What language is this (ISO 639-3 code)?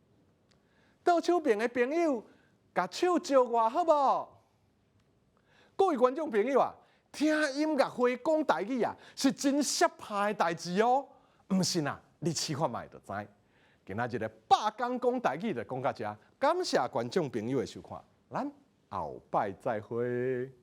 nan